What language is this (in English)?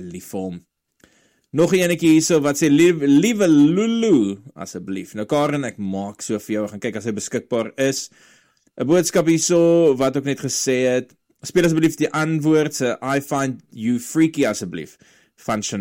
Afrikaans